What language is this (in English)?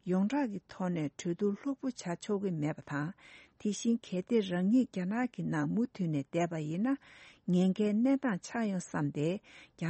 Tibetan